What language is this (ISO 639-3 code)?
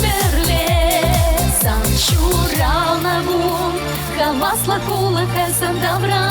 chv